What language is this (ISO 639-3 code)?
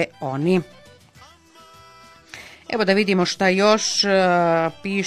bos